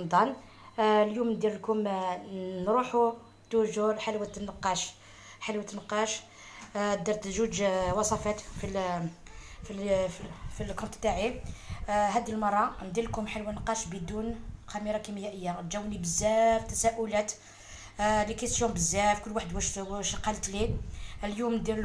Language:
Algerian Arabic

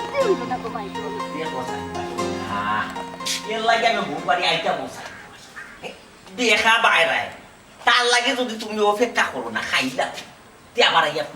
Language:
Sylheti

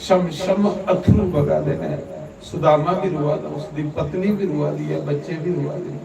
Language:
Dogri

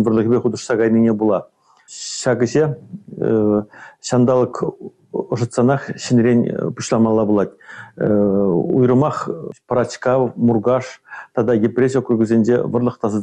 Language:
Chuvash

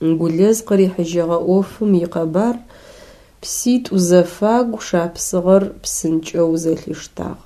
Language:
Adyghe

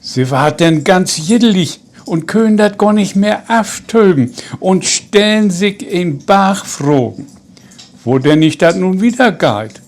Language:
Low German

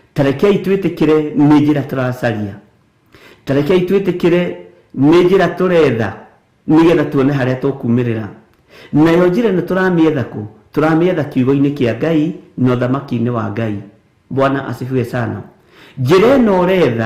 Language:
Kikuyu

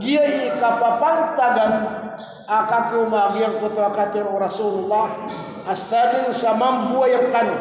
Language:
Maranao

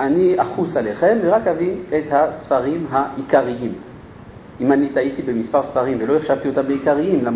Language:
Hebrew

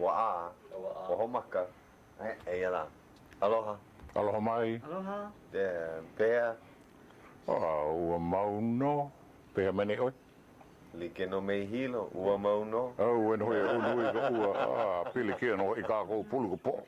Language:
Hawaiian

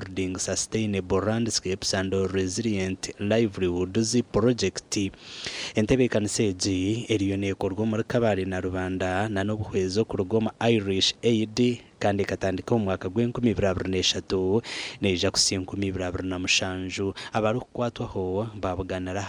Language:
Nyankole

